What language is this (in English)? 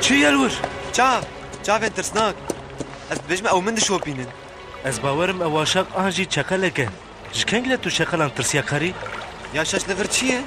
Kurdish